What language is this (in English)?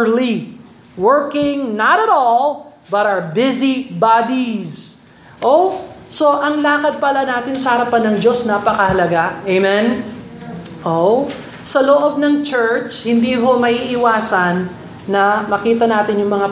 Filipino